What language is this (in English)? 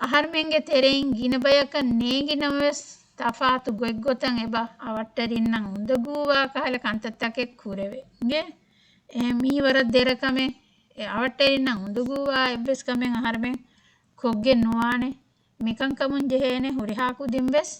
Divehi